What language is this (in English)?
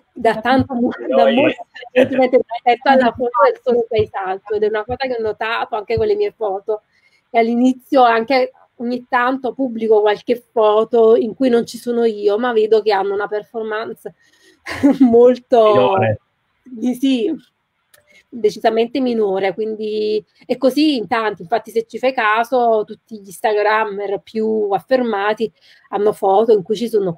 Italian